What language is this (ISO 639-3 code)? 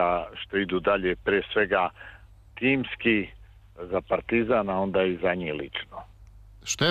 srp